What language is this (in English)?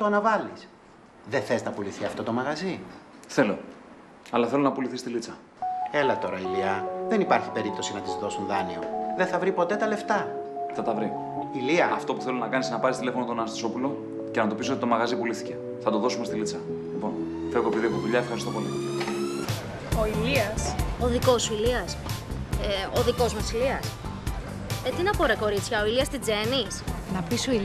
Greek